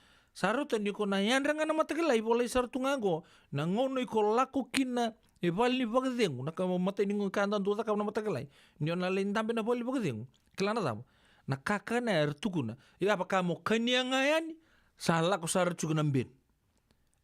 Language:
Fijian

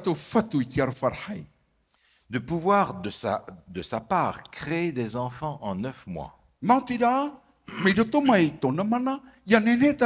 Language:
Tahitian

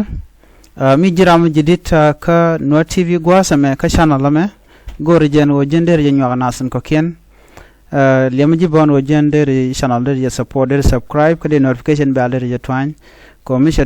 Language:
Nuer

